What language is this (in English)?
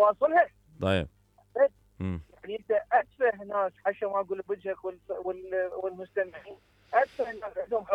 Mesopotamian Arabic